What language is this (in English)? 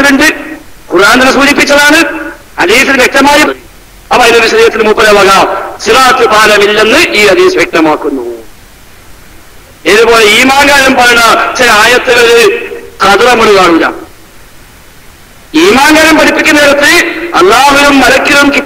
Malayalam